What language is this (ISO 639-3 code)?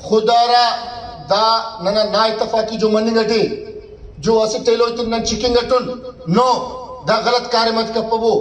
brh